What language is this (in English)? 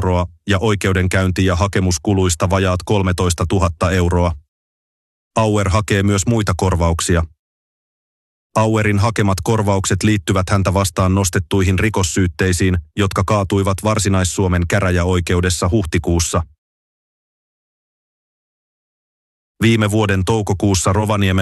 Finnish